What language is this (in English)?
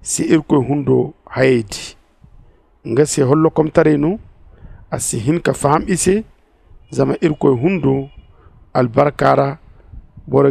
Zarma